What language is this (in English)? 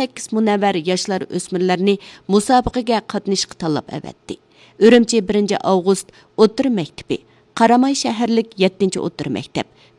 Uyghur